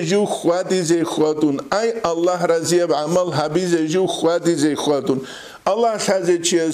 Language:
Avaric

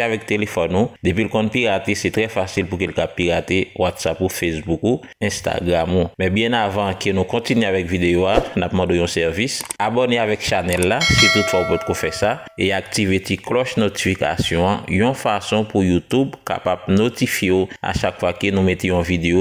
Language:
Haitian Creole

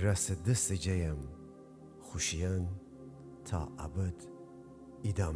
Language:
Gilaki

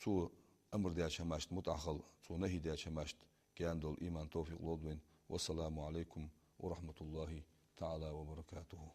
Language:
Ingush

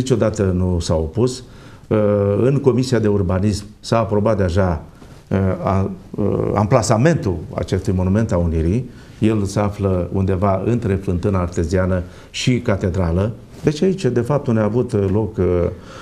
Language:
Romanian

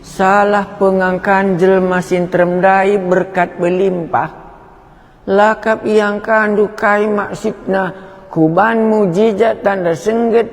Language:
Batak Karo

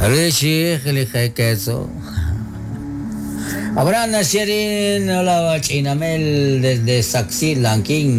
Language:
Kekchí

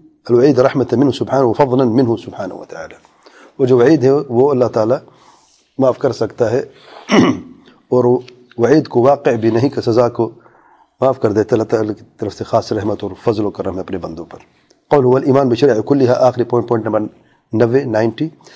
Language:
Urdu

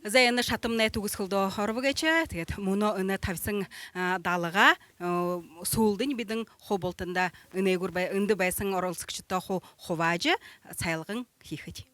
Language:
Buriat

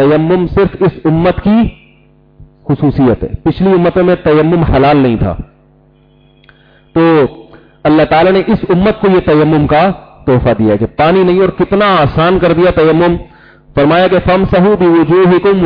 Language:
Urdu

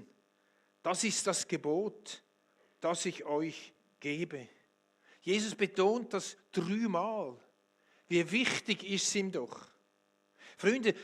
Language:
Swiss German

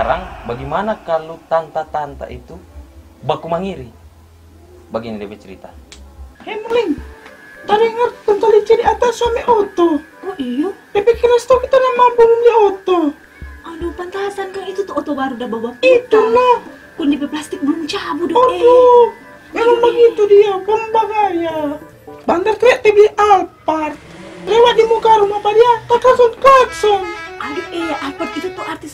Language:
Manado Malay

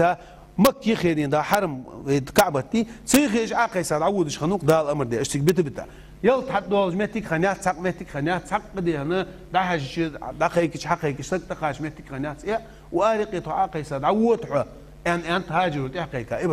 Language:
Ingush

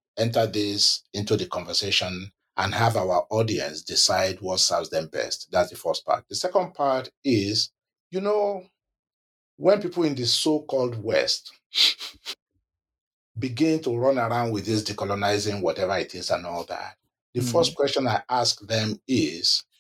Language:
English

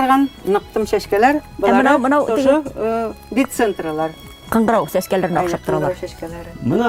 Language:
Bashkir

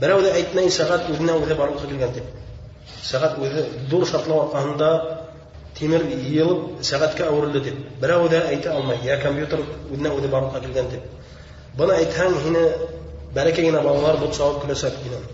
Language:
Bashkir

